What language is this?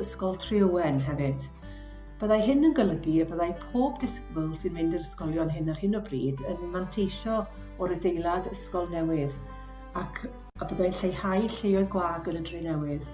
Welsh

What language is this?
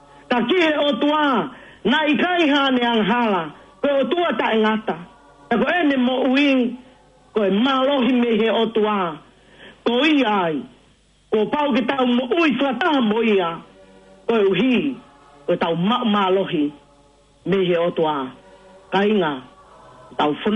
Tongan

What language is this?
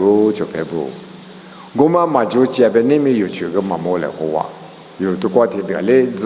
Lisu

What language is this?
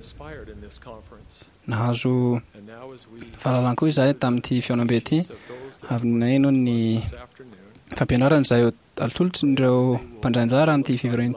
Malagasy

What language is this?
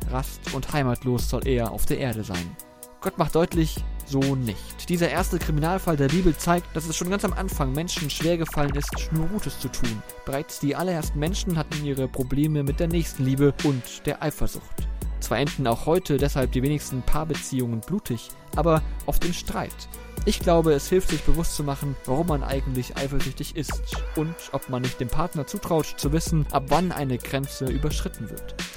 German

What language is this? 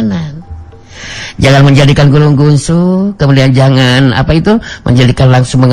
Sundanese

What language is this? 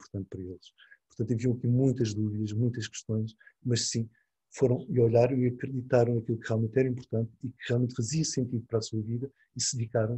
Portuguese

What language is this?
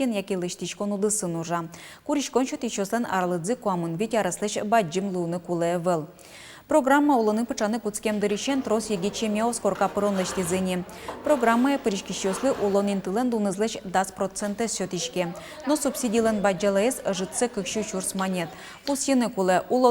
Udmurt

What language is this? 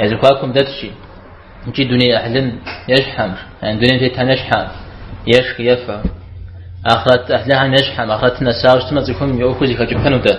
Kabardian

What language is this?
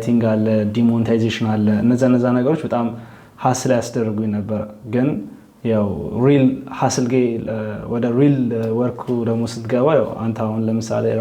Amharic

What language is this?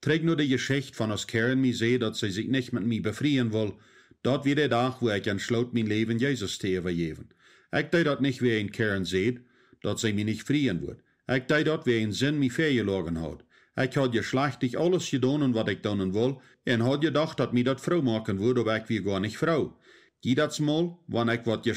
Plautdietsch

